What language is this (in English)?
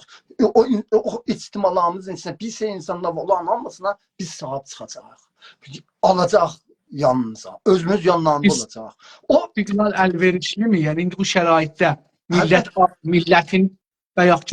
South Azerbaijani